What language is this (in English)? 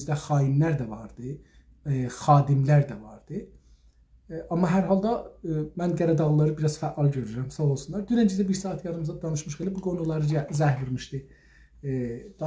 South Azerbaijani